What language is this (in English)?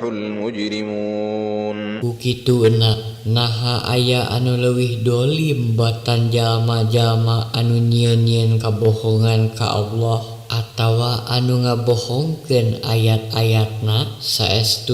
Sundanese